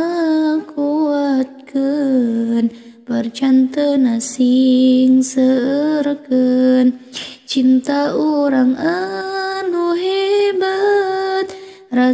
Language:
Sundanese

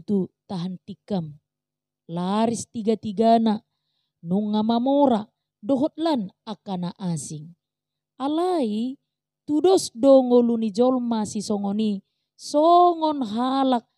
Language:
Batak Toba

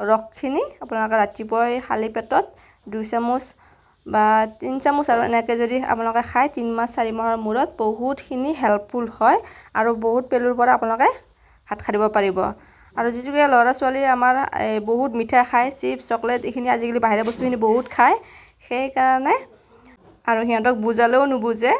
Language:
Assamese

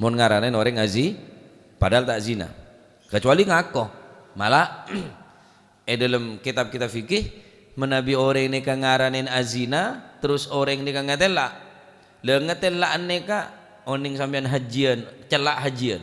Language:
Madurese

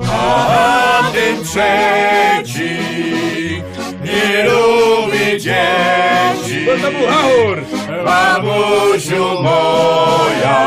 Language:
Silesian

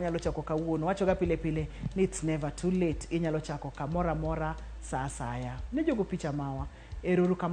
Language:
Luo (Kenya and Tanzania)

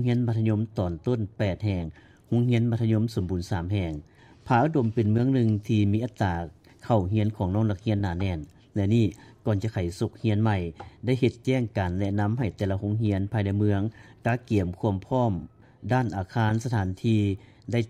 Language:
Lao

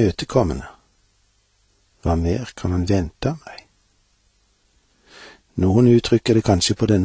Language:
Norwegian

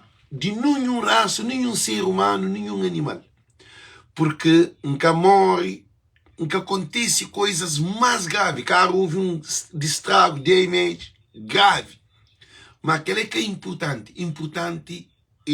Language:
Kabuverdianu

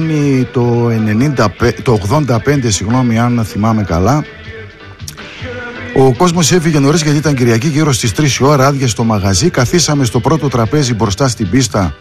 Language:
Greek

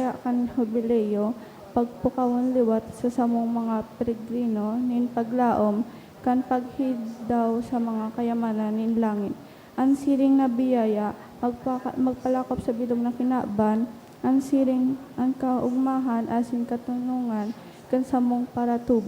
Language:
Bikol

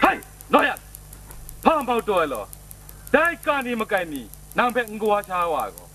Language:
Kachin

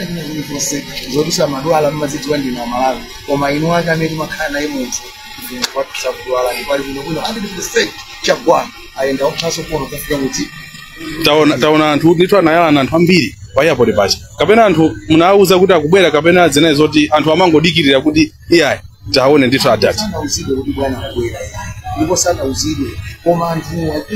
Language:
Nyanja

